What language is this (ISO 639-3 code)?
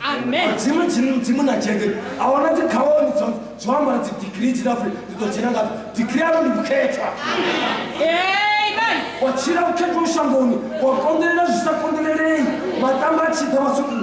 ven